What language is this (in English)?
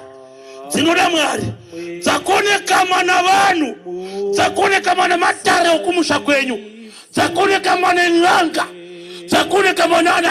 Shona